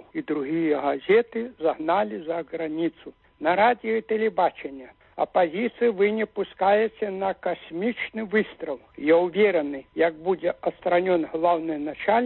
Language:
Belarusian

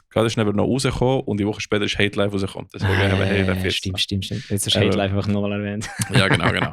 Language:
Swiss German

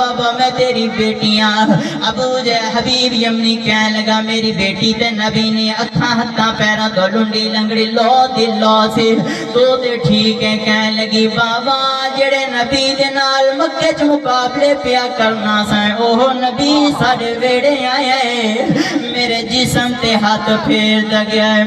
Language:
Saraiki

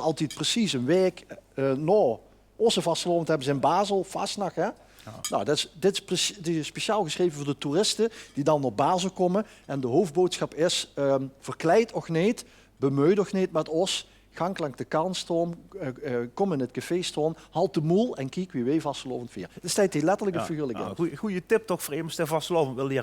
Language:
Limburgish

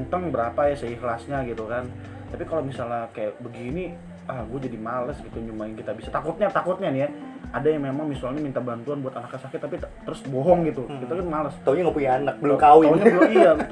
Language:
Indonesian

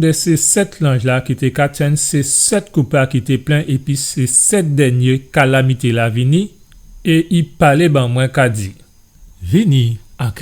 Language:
Guadeloupean Creole French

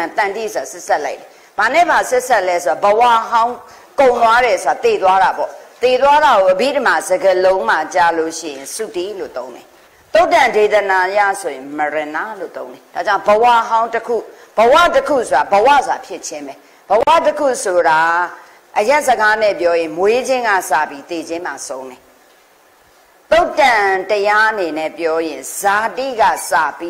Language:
Burmese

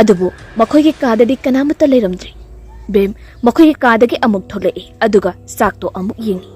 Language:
Manipuri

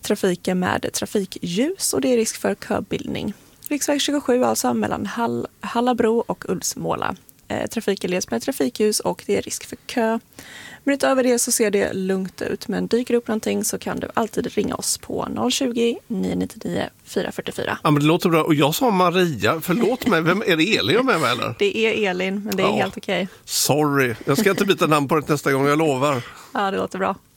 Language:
Swedish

